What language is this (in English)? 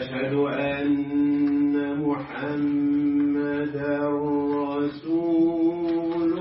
Arabic